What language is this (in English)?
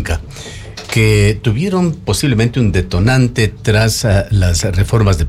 Spanish